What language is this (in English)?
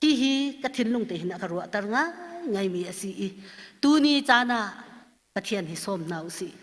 Hakha Chin